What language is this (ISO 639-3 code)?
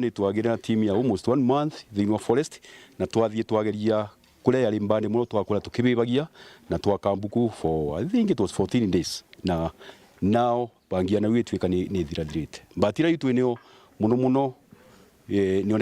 mer